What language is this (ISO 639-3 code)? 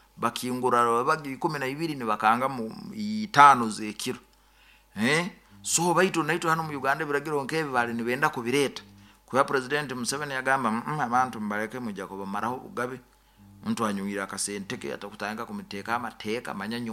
nyo